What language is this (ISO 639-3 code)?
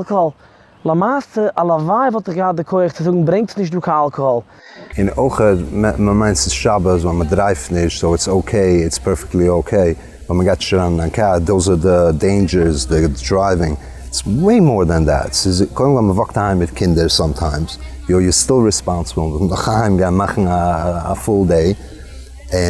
yid